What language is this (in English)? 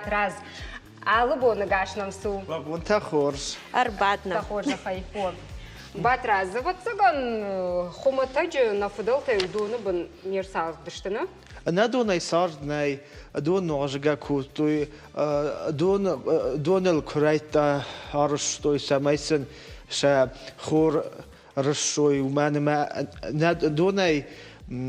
Ossetic